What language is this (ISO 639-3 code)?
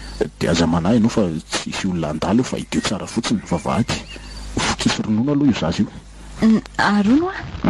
mlg